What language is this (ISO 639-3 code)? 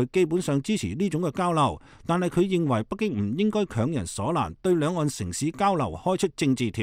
yue